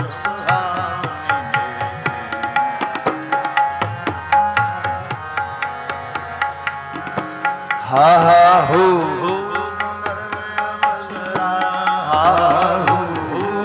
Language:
Punjabi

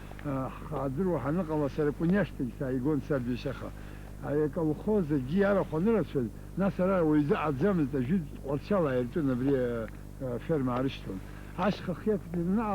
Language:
Abkhazian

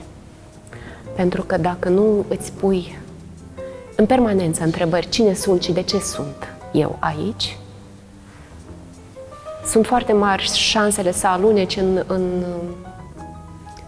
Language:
Romanian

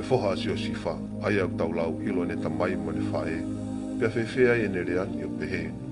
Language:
Tongan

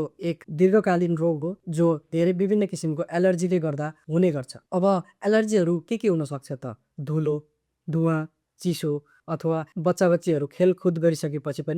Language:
Nepali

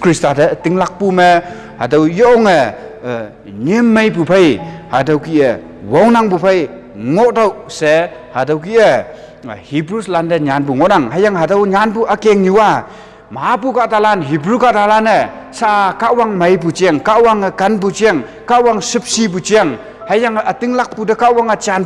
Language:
Konyak Naga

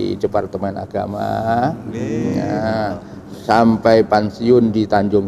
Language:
Banjar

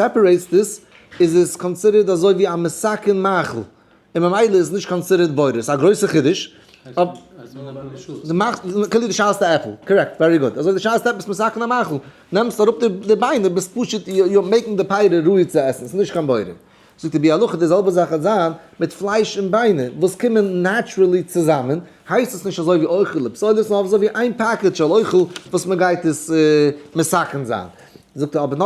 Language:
Yiddish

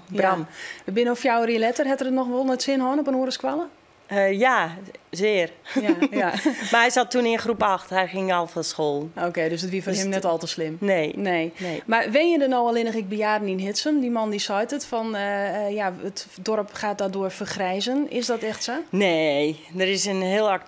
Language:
Western Frisian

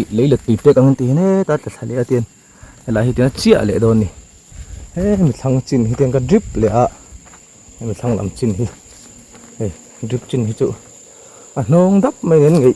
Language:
Mizo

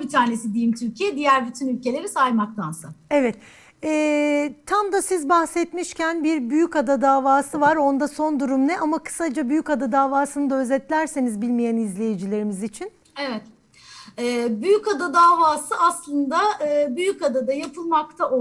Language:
Turkish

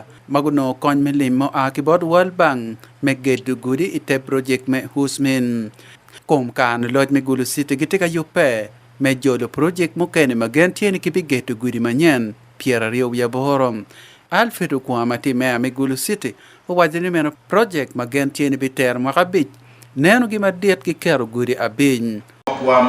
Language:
Acoli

